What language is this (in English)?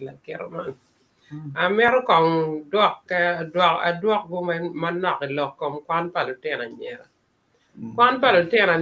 Acoli